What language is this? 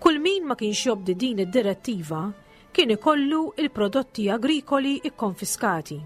Maltese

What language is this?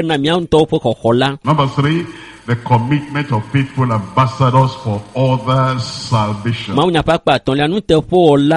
Ewe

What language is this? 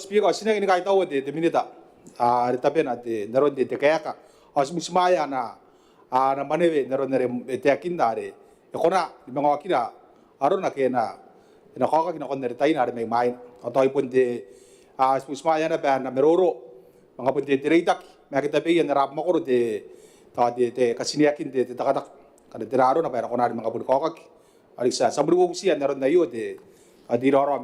Gilbertese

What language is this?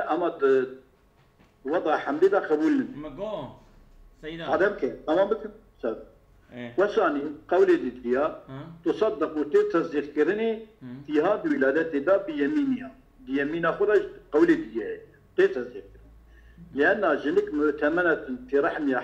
Kurdish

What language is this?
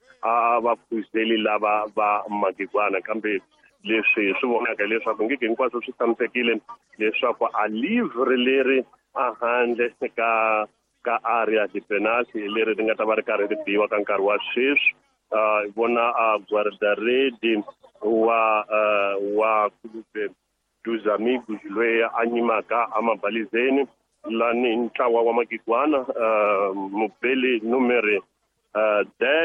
Tsonga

